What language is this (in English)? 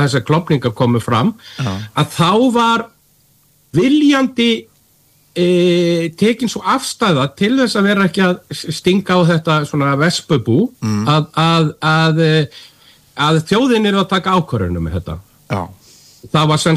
Icelandic